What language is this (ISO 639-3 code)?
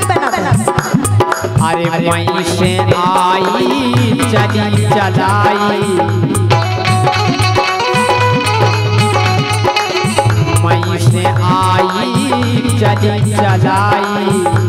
bns